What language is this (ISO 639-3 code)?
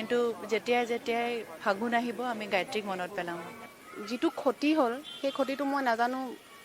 asm